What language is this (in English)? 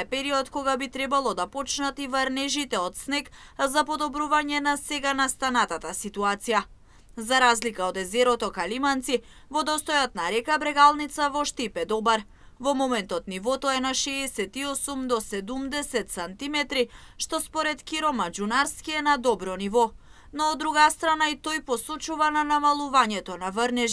Macedonian